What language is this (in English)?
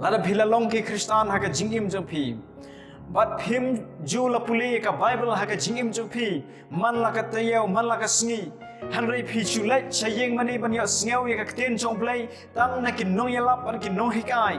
Khasi